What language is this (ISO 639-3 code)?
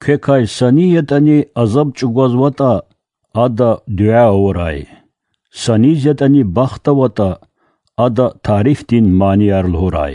lez